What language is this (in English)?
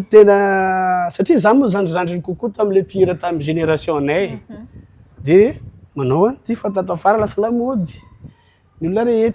Malagasy